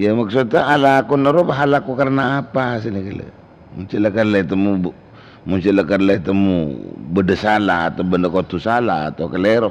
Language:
Madurese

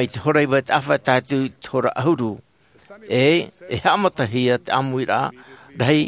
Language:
Tahitian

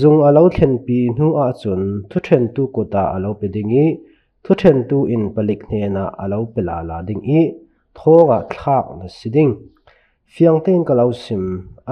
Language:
Falam Chin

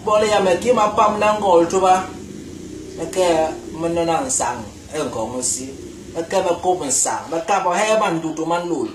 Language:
Basaa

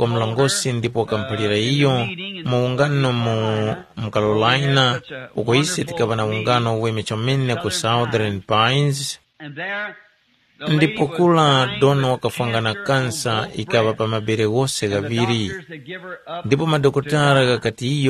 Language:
Tumbuka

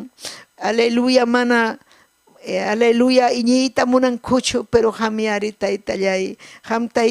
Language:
Ayacucho Quechua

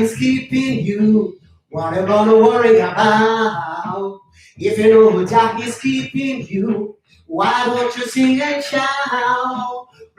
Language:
Jamaican Creole English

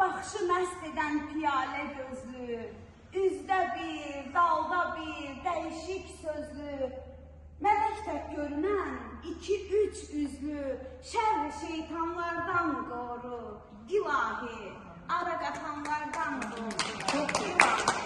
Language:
Azerbaijani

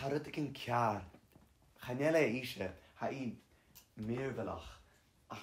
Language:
Scottish Gaelic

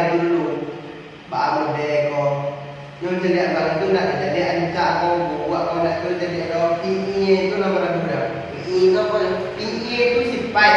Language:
Minangkabau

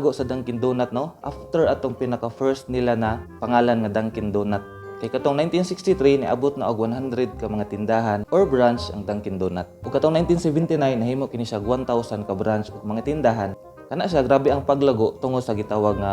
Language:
Cebuano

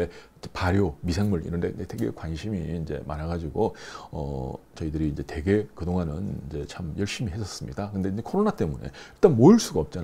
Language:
Korean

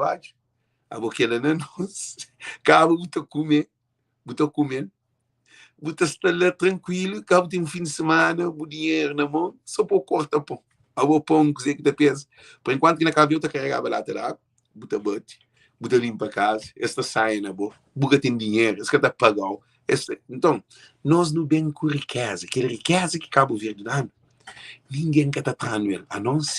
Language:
Kabuverdianu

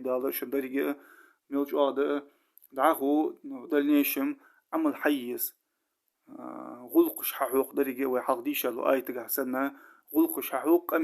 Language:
Ingush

